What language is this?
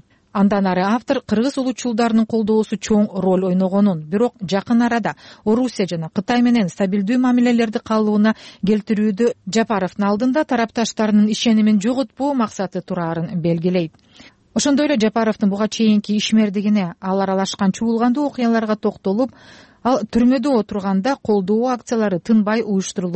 Kyrgyz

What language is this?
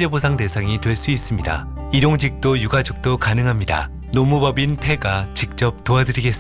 Korean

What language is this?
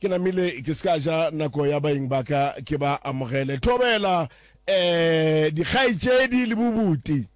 Northern Sotho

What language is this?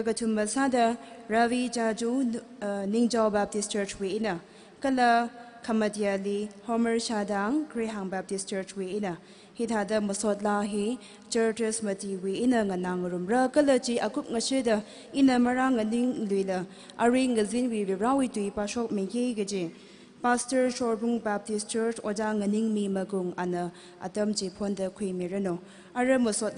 Tangkhul Naga (India)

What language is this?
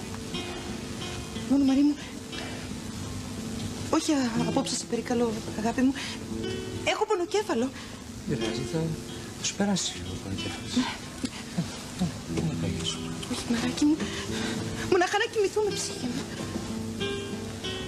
Greek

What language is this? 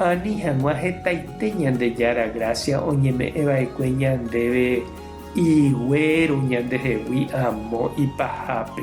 Guarani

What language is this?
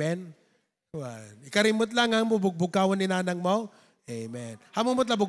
Iloko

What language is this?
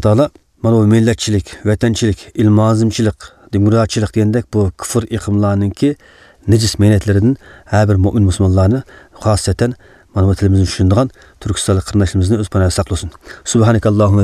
Uyghur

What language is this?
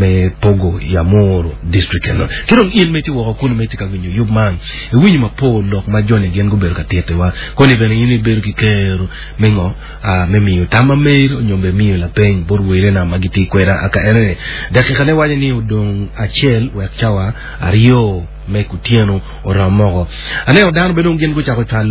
Acoli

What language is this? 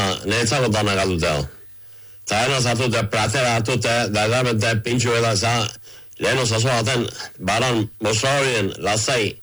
Basque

